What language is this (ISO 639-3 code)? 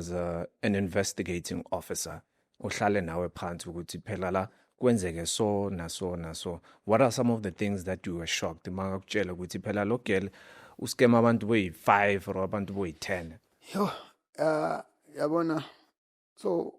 zul